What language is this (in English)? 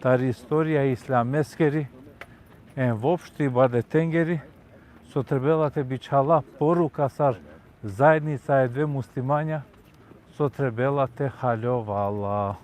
Balkan Romani